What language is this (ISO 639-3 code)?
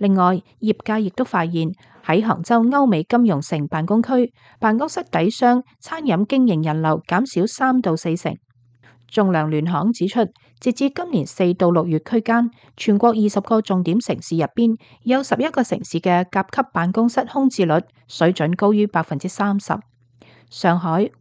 yue